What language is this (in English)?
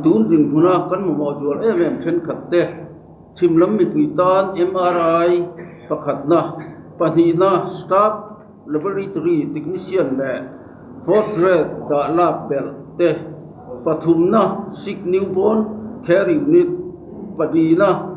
Mizo